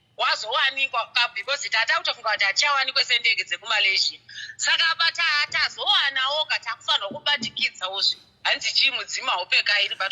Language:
Shona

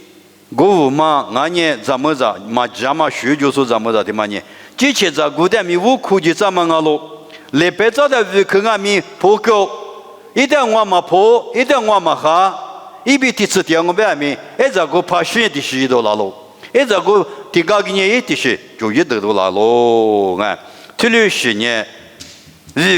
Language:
Lisu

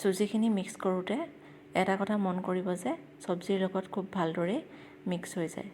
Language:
Assamese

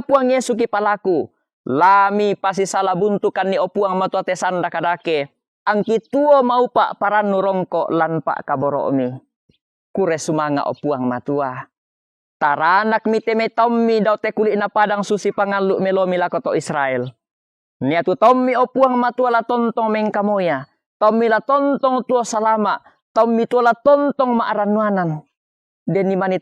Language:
Toraja-Sa'dan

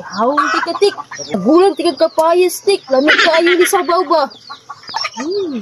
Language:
Cebuano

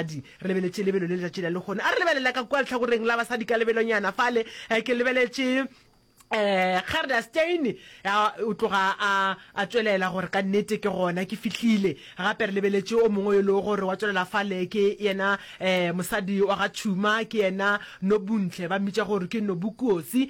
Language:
Northern Sotho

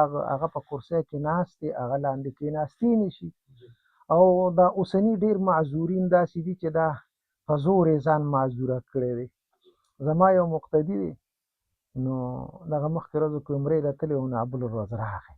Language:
Pashto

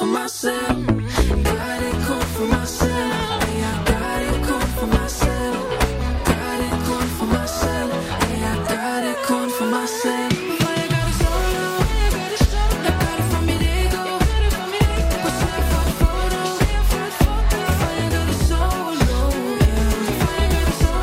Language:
Danish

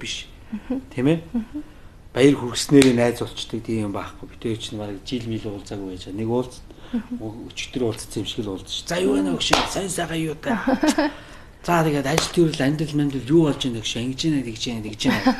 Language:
Mongolian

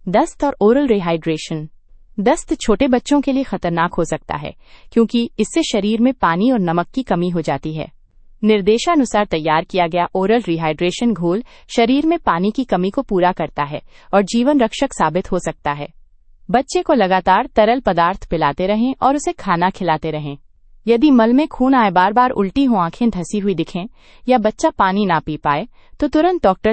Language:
Hindi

